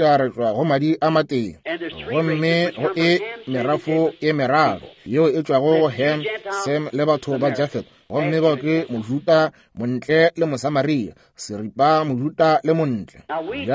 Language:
Northern Sotho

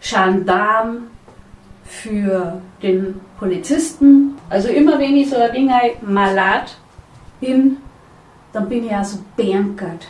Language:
Bavarian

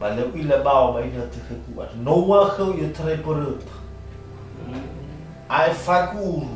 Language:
Nias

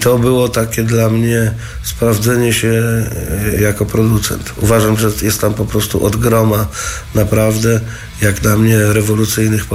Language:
Polish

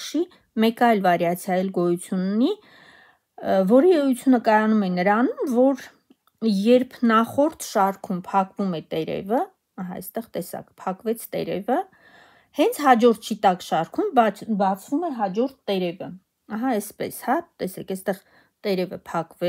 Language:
Armenian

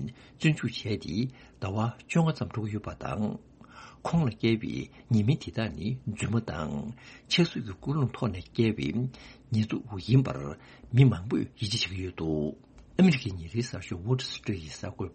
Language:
Tibetan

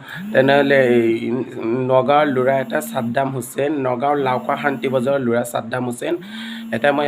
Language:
Assamese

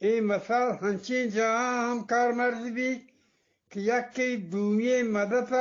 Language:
Eastern Balochi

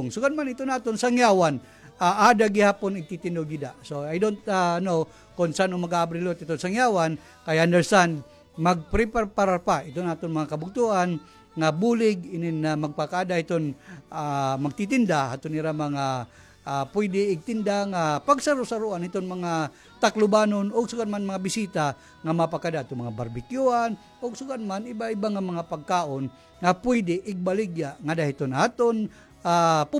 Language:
Waray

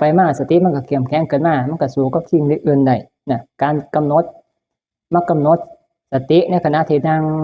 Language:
Northeastern Thai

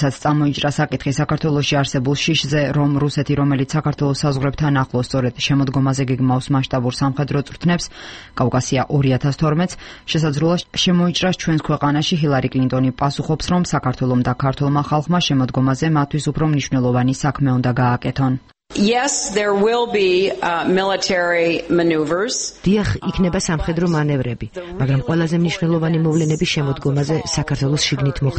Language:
Georgian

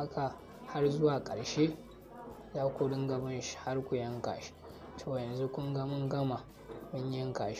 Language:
Hausa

